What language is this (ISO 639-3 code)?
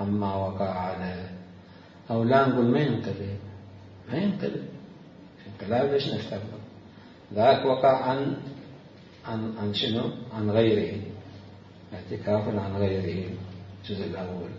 acm